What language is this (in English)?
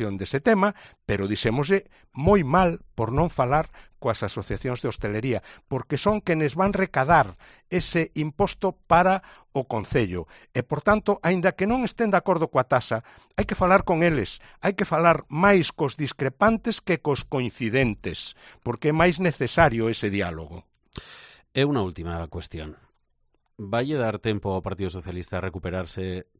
Galician